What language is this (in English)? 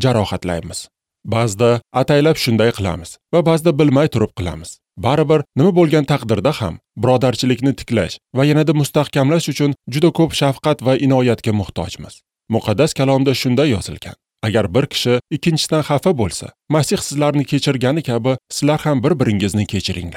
Uzbek